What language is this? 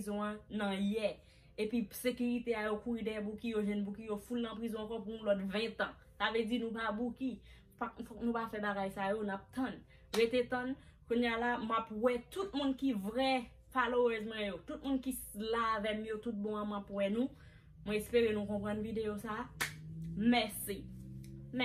Haitian Creole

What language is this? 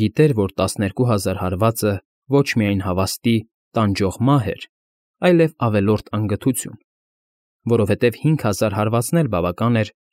Armenian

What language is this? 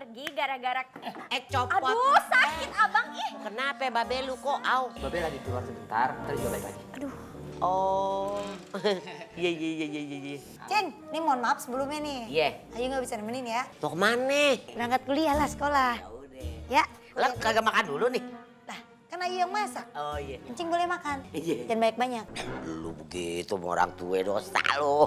Betawi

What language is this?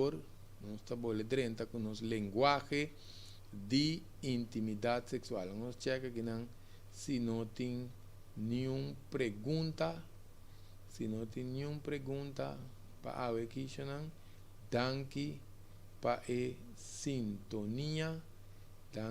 Papiamento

